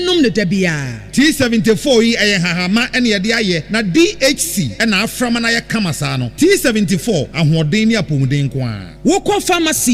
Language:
Akan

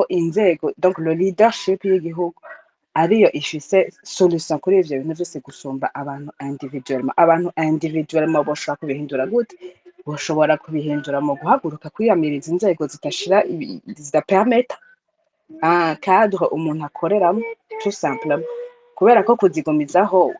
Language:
Rundi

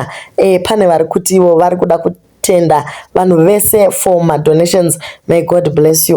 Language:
Shona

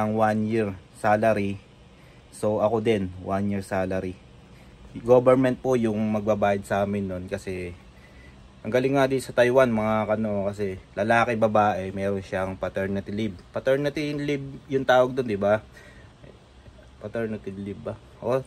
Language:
Filipino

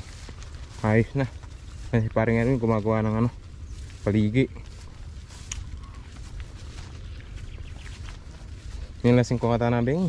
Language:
Filipino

